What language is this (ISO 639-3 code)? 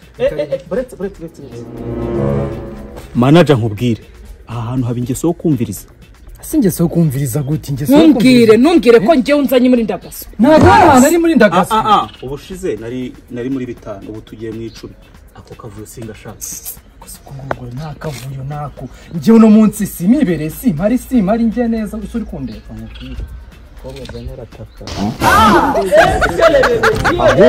kin